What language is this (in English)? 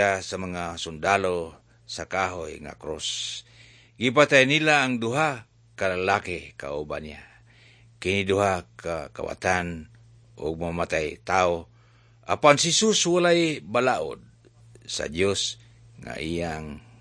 Cebuano